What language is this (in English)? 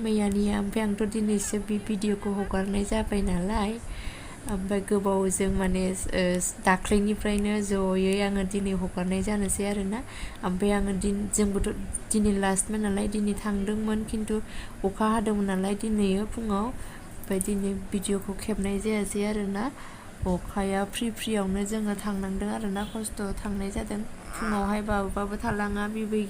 Bodo